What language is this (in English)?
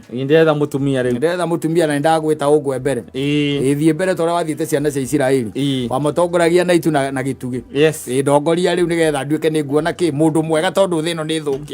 Kikuyu